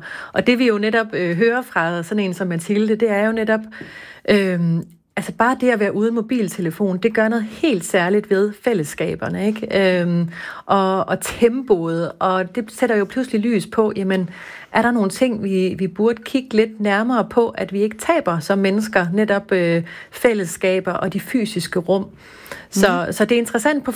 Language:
Danish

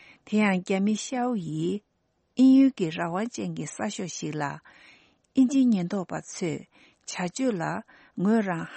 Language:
Tibetan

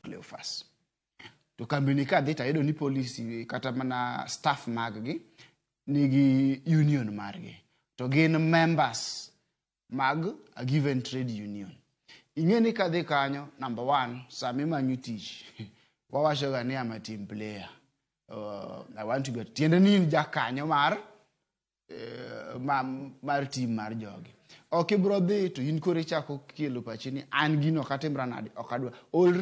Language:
Luo (Kenya and Tanzania)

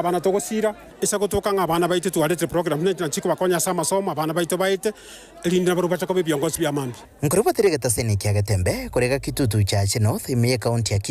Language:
Gusii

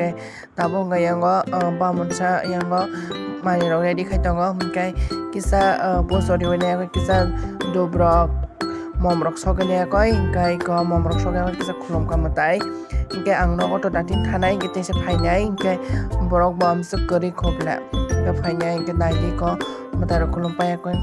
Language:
Kok Borok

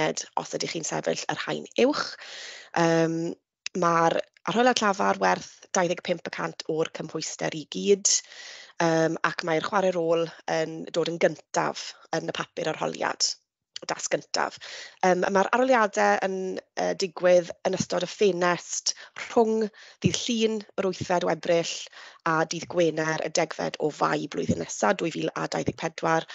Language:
Welsh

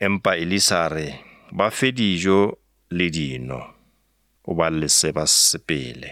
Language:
Northern Sotho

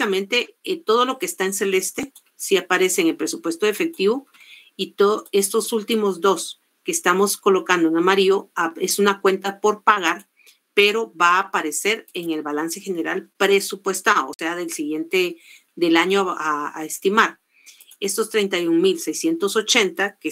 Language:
Spanish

